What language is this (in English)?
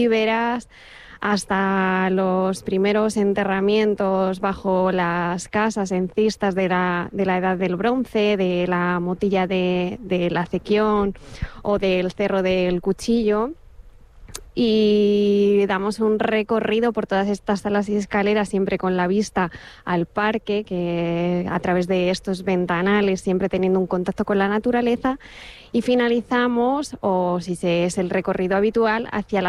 Spanish